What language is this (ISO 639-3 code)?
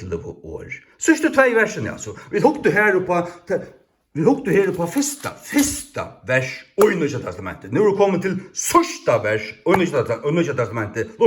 fao